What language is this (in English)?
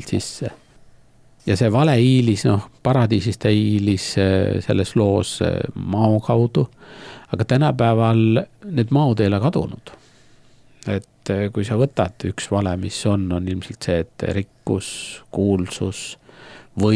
Estonian